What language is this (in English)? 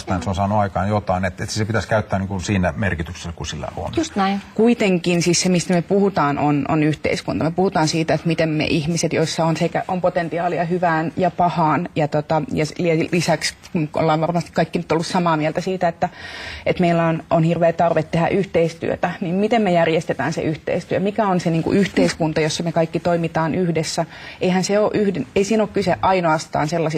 Finnish